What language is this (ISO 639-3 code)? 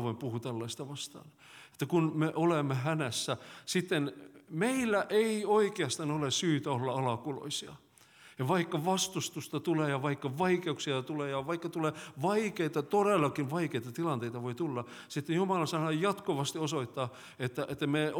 fin